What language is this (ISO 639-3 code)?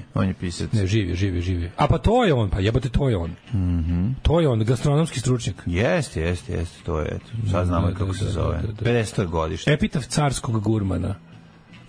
srp